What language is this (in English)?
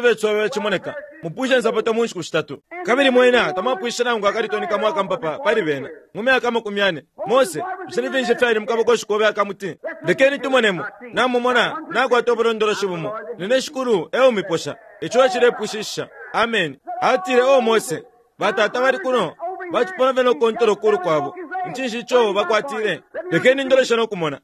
Bemba